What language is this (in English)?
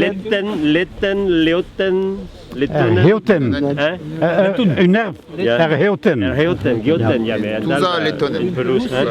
Breton